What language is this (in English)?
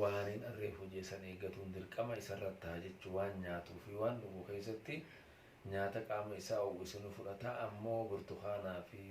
Oromo